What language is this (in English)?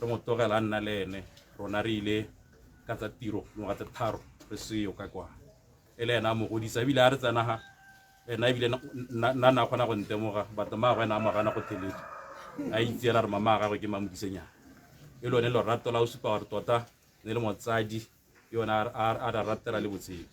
Tswana